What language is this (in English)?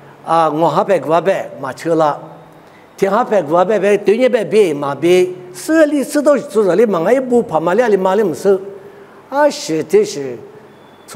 Lisu